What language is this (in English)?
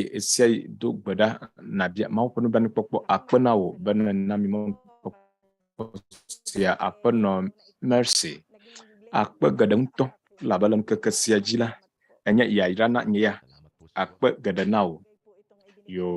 Ewe